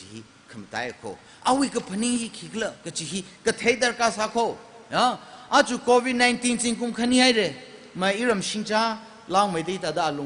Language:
Tangkhul Naga (India)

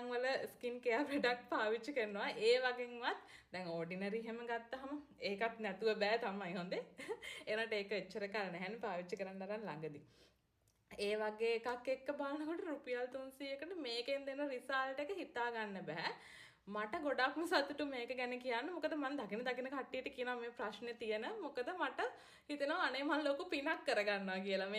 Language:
Sinhala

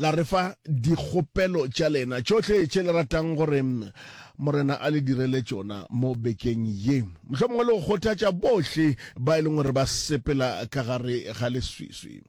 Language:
Northern Sotho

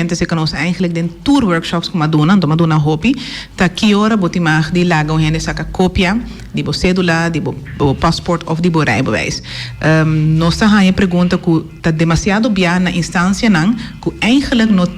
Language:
Papiamento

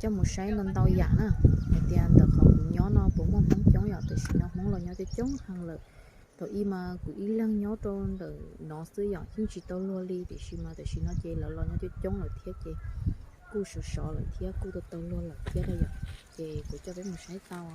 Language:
Hmong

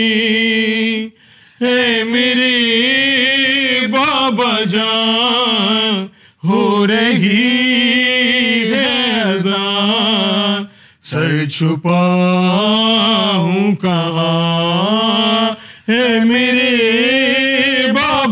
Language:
Urdu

